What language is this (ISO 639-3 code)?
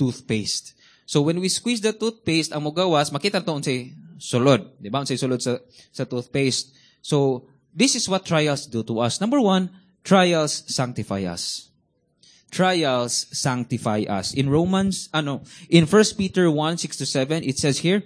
ceb